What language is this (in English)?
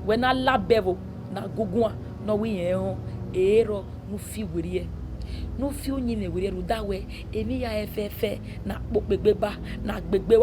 Bini